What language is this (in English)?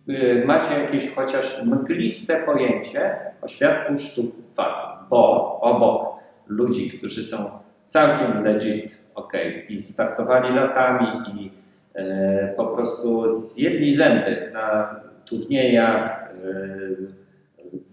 Polish